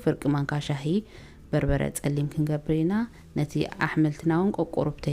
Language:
Tigrinya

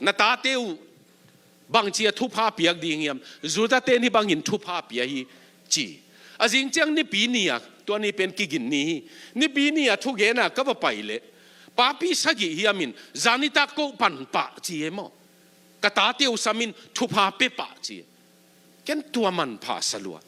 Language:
Tedim Chin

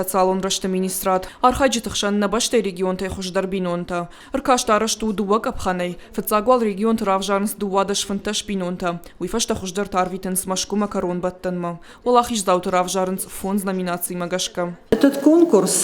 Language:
Ossetic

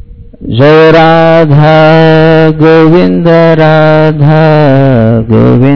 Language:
Telugu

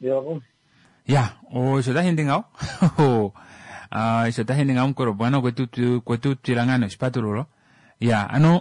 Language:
Kuanyama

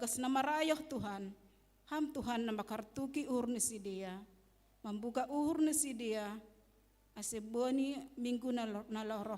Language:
Batak Simalungun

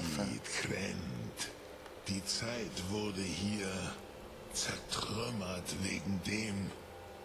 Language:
Swiss German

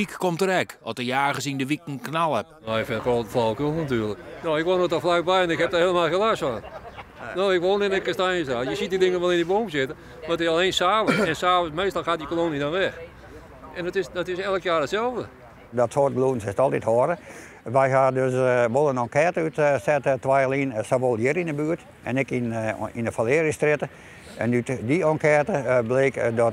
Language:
Western Frisian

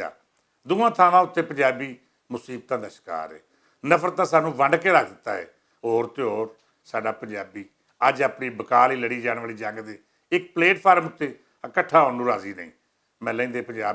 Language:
Western Panjabi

